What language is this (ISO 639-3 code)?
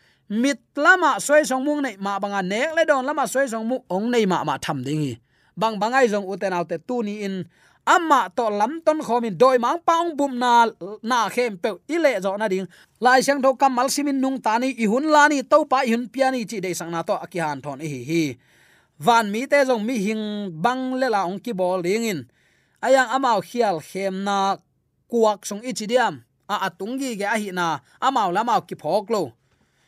ctd